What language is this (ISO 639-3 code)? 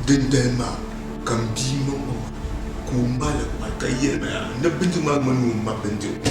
dag